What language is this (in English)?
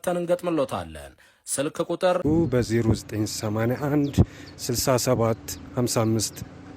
Amharic